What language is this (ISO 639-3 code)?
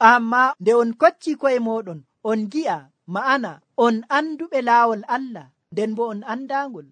fuv